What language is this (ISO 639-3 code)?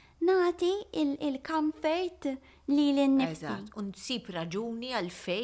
mlt